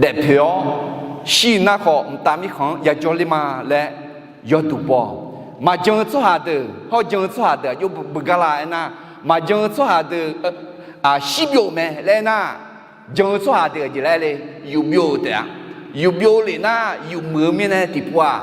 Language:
Akha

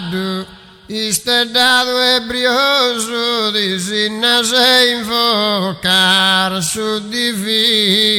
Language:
Sardinian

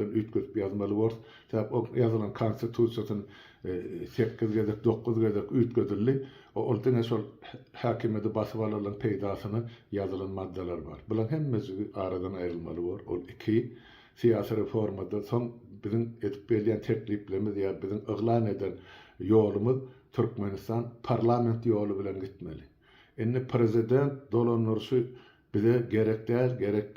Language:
Turkmen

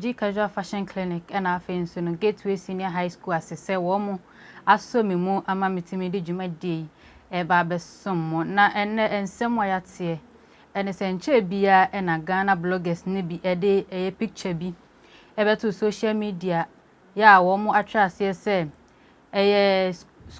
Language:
Akan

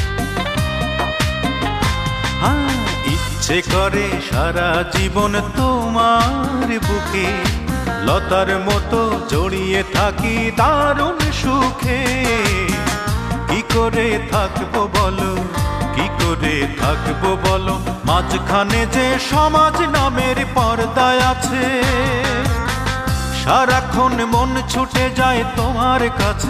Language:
Bangla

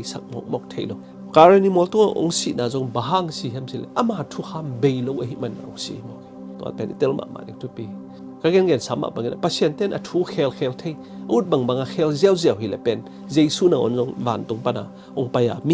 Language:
Tedim Chin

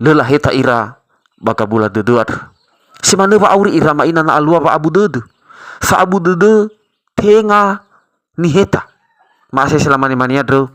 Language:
Nias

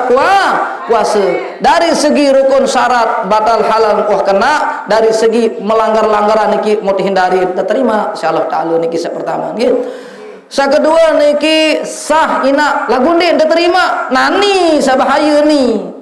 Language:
Sasak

